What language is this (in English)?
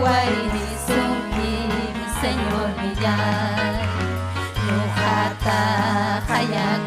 Ayacucho Quechua